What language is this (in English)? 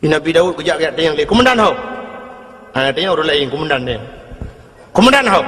Achinese